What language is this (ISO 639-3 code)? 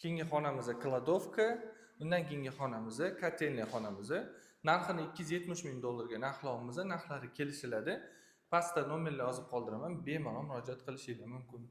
uzb